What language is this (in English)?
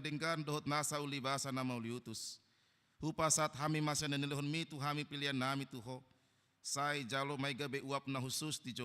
Batak Toba